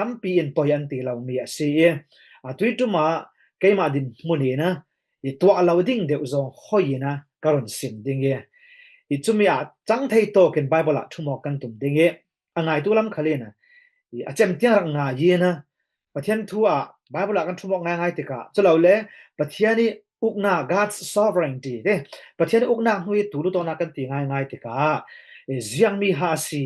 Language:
Falam Chin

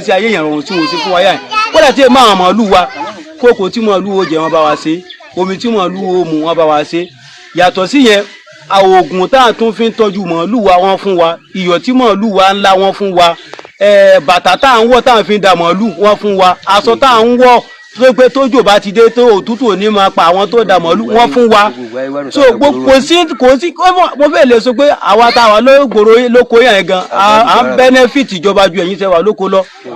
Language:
Yoruba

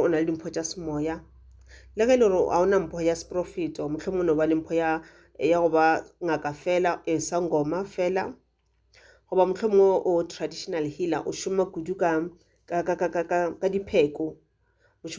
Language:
Northern Sotho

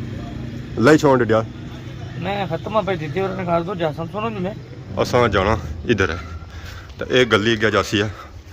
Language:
Pahari-Potwari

